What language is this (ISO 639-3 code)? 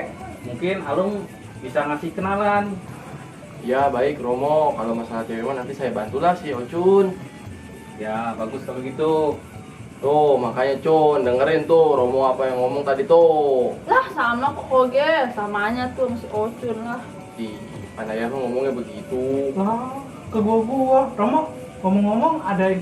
bew